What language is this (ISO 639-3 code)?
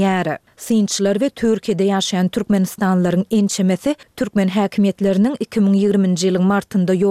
tuk